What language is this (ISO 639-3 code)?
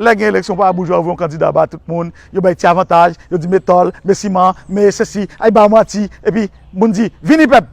hat